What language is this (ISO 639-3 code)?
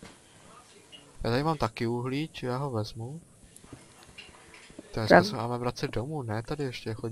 ces